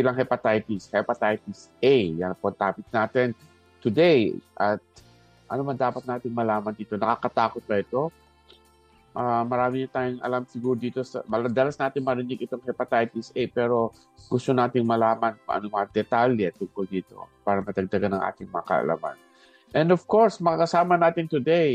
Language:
Filipino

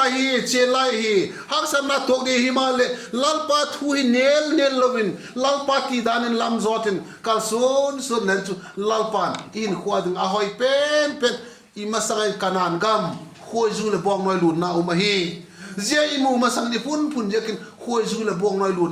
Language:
Vaiphei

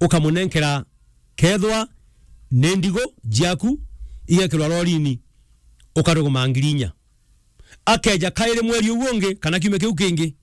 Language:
Meru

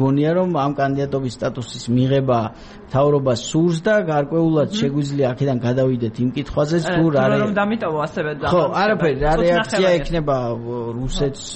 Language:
Georgian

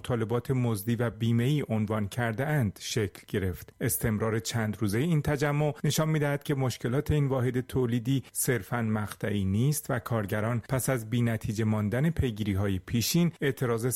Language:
Persian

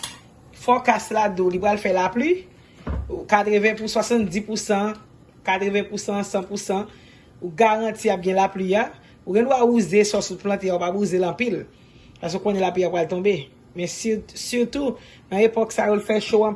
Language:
Haitian Creole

